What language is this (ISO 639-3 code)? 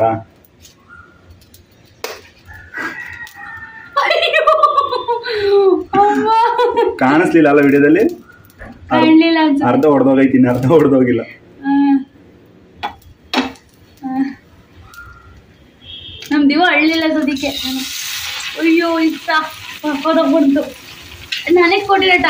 kan